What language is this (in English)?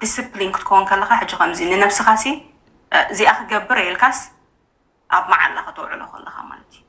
Tigrinya